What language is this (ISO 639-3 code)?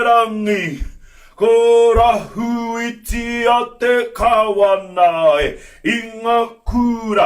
mri